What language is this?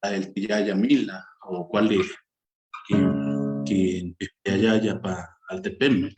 Eastern Huasteca Nahuatl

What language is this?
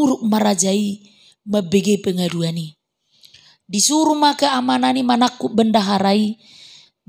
Batak Toba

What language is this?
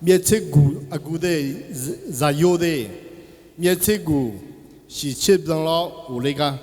Akha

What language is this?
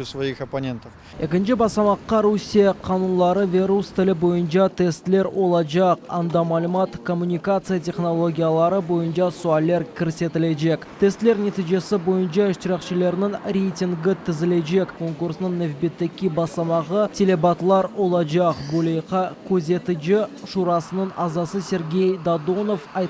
Crimean Tatar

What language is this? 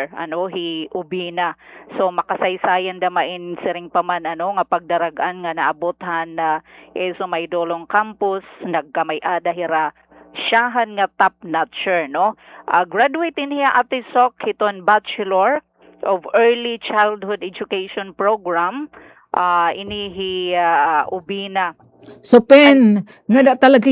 Waray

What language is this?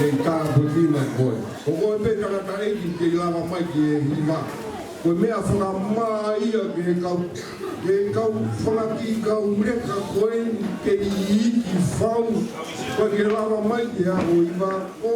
Tongan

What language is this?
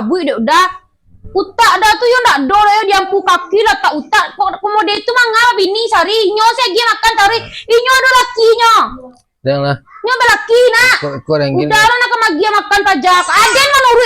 Minangkabau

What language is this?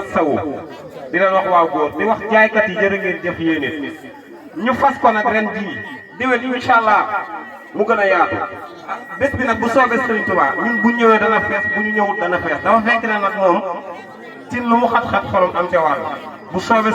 Wolof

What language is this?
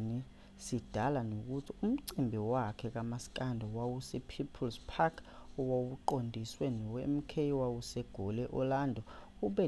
Zulu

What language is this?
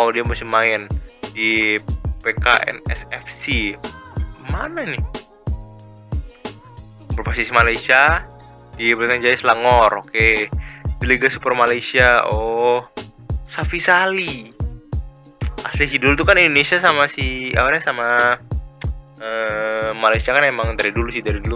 Indonesian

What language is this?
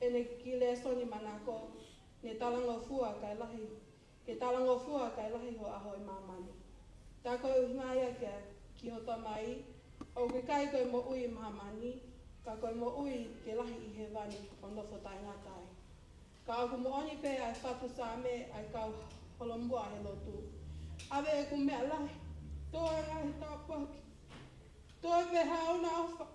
Tongan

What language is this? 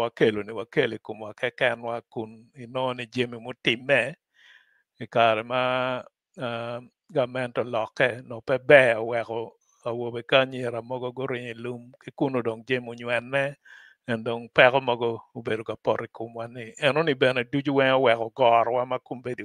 Acoli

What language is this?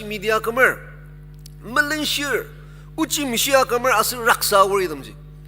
Ao Naga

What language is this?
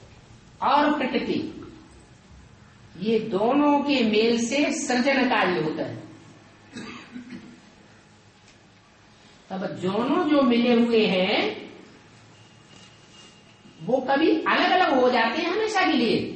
Hindi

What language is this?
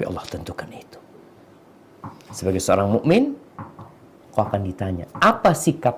Indonesian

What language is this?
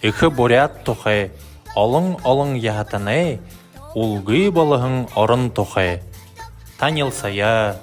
Buriat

